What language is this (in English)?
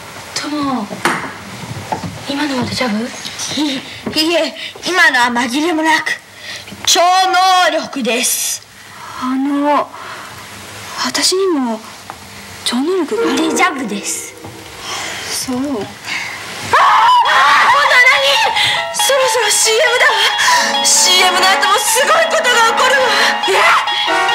Japanese